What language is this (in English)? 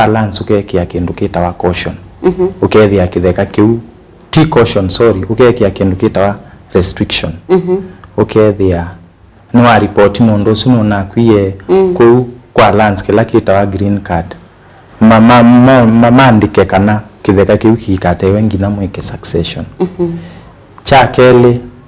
Kamba